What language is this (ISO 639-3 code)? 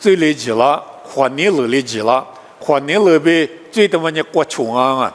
lis